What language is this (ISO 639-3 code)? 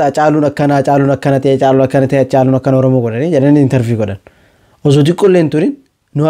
orm